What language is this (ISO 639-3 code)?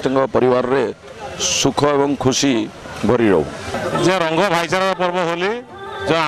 ori